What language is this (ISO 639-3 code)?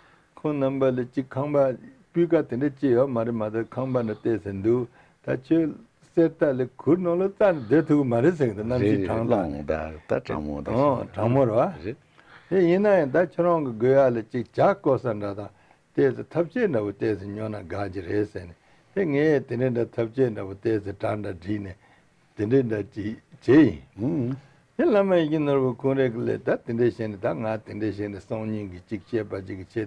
bod